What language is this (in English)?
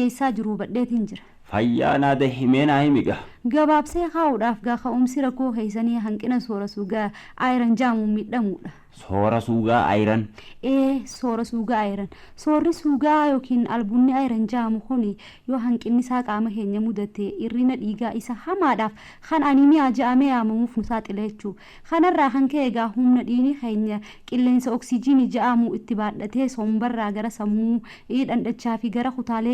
Oromo